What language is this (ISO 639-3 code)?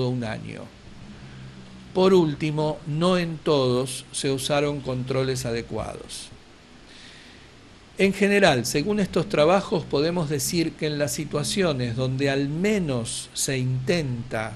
spa